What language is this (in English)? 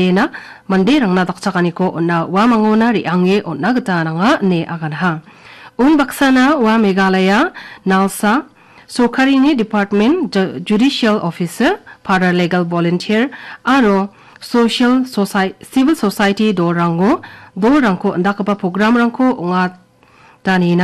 Garo